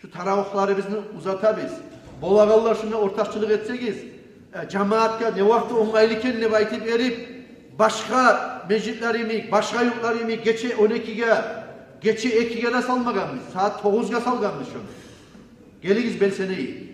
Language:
Kumyk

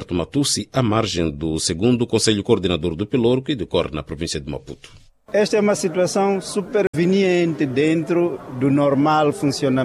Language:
Portuguese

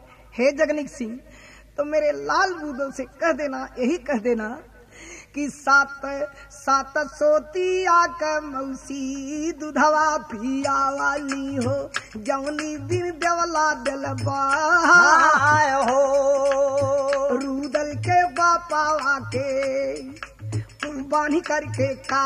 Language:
Bhojpuri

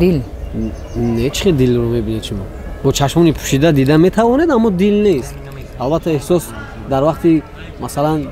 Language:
Tajik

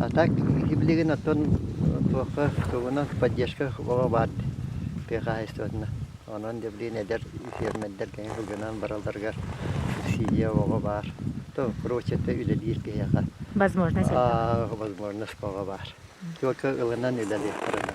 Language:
Yakut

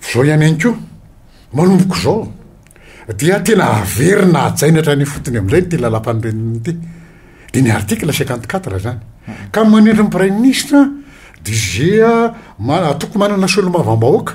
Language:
Malagasy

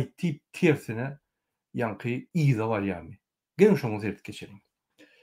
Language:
Turkmen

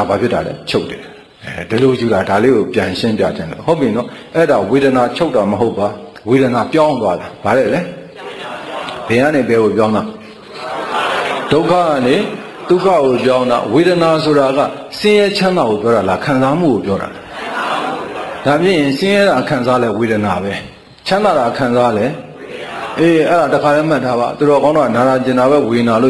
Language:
Burmese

